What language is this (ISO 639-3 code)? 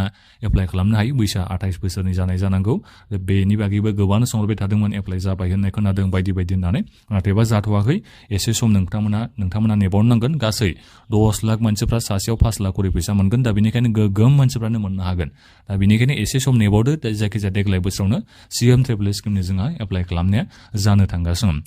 brx